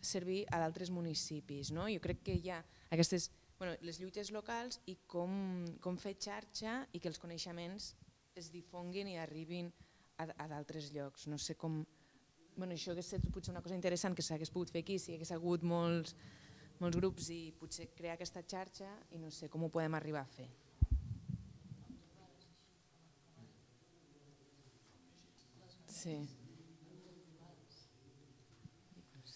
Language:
Catalan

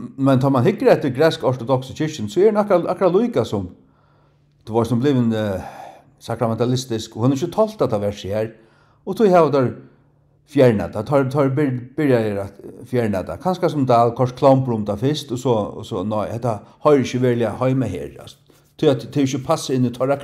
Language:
Faroese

